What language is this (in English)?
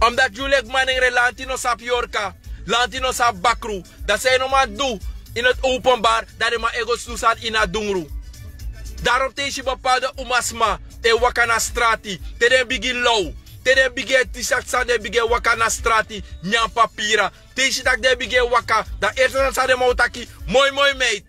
Sranan Tongo